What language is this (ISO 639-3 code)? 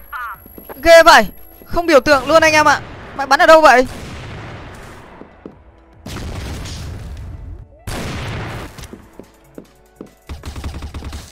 vie